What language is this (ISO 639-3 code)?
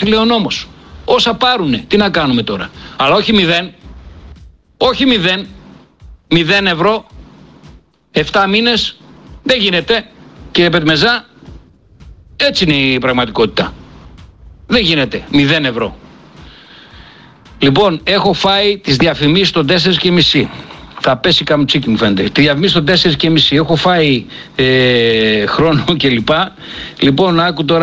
ell